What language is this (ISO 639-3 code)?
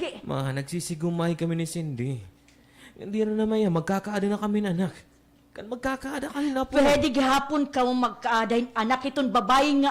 war